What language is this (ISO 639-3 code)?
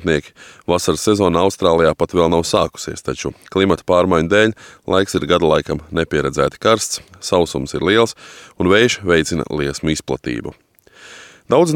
lav